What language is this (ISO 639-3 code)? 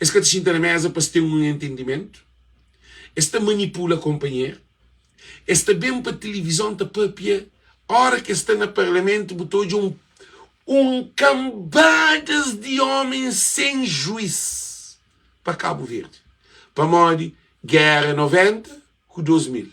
kea